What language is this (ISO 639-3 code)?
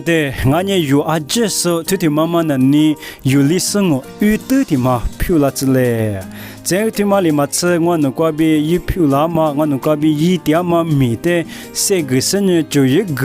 lis